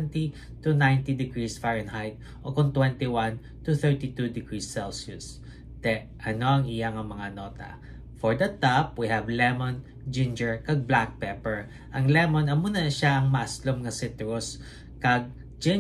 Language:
Hiligaynon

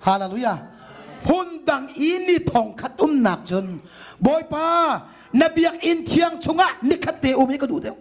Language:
Hakha Chin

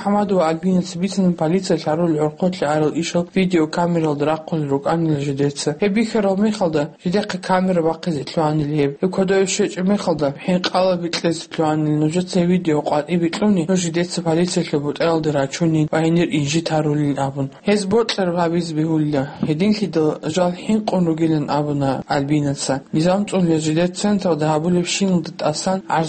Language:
Avaric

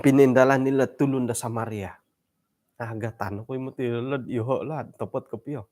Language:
Central Dusun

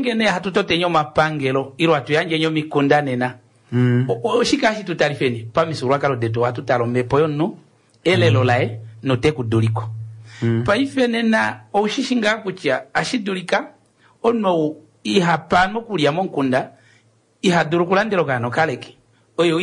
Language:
Kuanyama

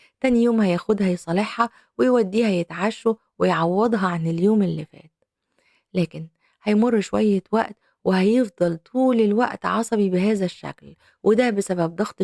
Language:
Egyptian Arabic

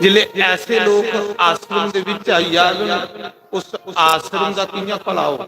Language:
Dogri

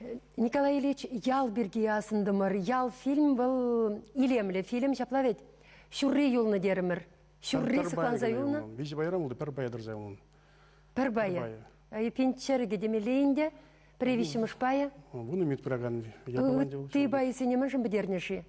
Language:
Chuvash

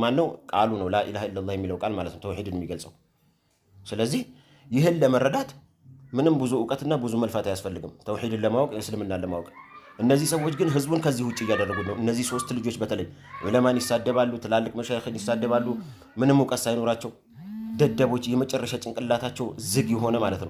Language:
Amharic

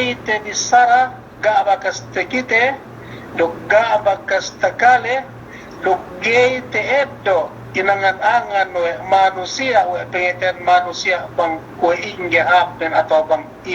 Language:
Yakan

